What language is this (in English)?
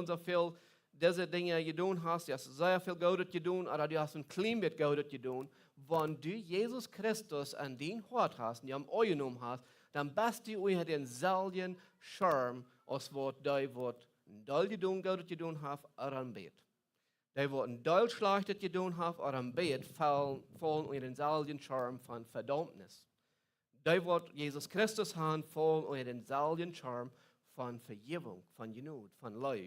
Plautdietsch